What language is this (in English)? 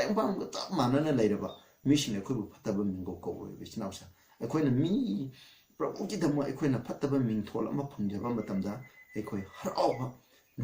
Manipuri